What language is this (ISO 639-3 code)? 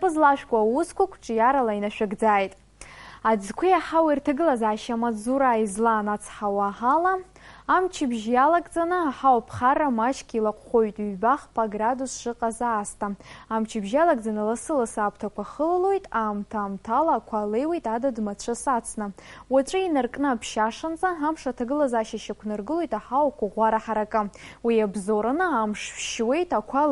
abk